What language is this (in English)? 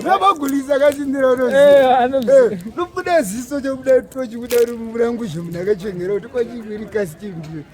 Shona